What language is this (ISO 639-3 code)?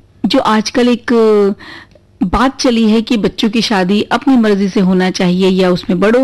hin